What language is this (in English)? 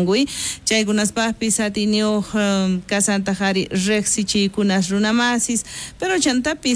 South Bolivian Quechua